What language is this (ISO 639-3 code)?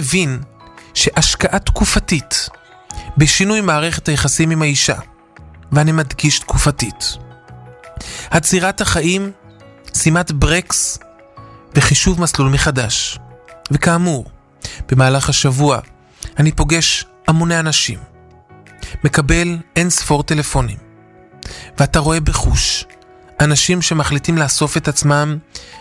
heb